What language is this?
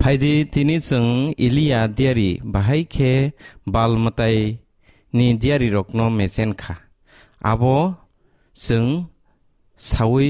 Kok Borok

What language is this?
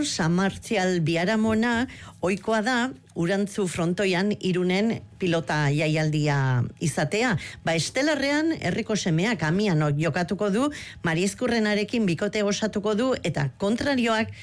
Basque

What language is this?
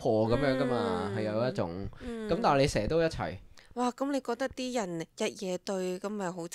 Cantonese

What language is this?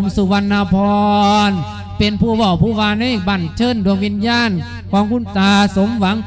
Lao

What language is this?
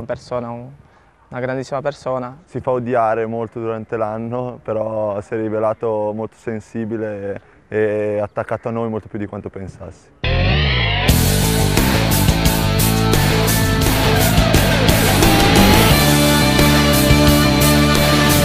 Italian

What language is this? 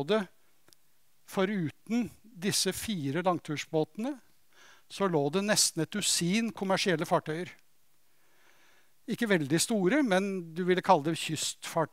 Norwegian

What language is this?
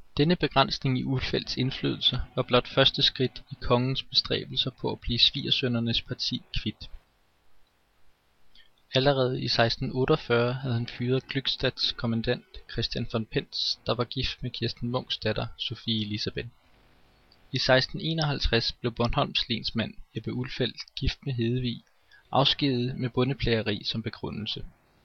Danish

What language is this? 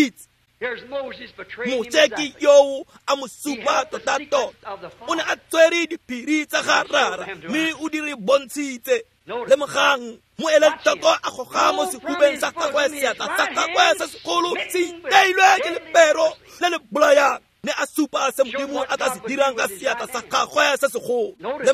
Tswana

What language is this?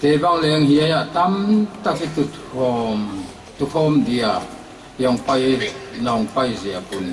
Paite Chin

